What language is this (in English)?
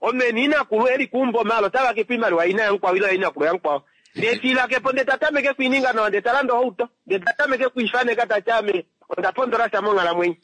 Kuanyama